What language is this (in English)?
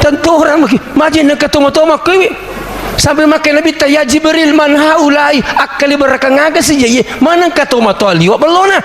Buginese